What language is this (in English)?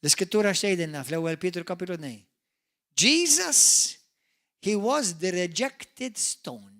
Maltese